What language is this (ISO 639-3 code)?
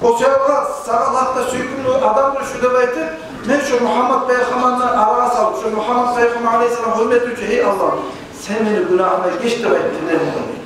kum